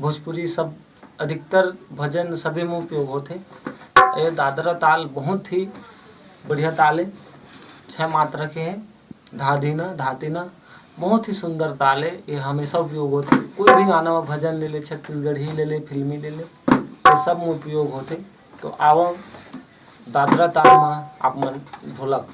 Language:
Chhattisgarhi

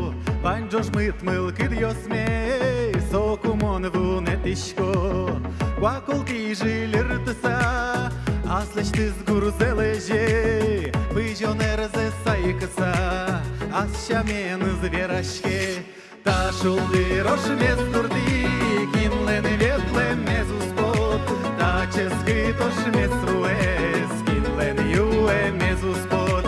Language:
Udmurt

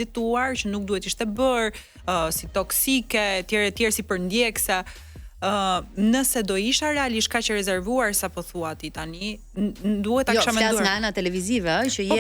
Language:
Albanian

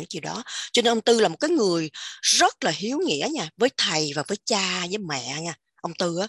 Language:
Vietnamese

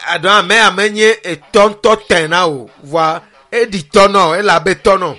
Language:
Ewe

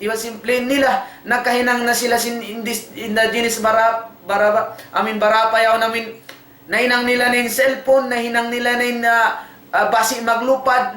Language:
Tausug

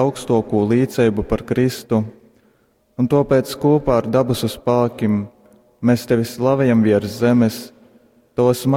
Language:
Latgalian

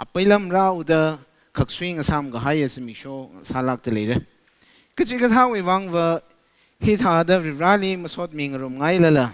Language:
Tangkhul Naga (India)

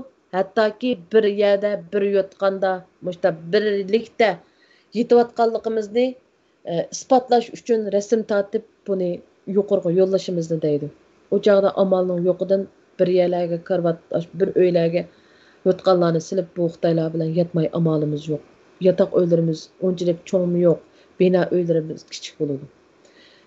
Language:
Uyghur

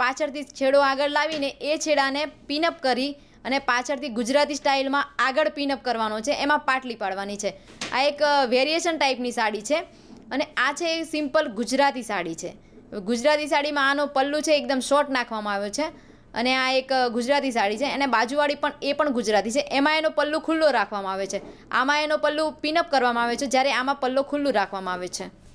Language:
Gujarati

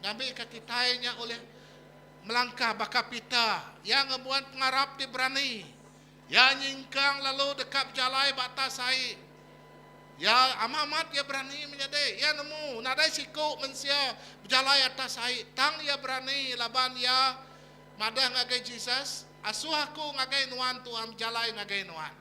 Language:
Iban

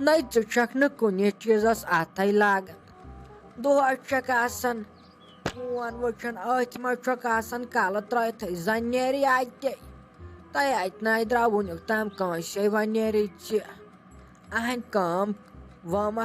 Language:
Kashmiri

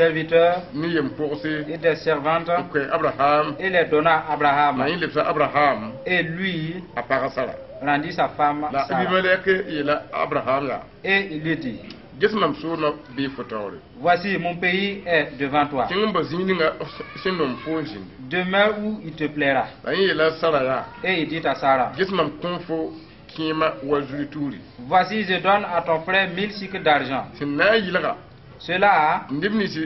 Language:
Mossi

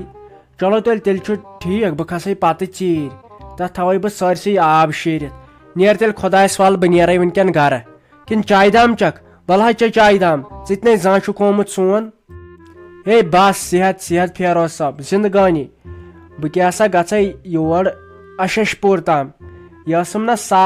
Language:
Kashmiri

